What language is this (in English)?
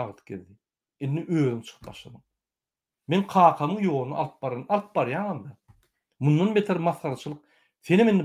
Turkmen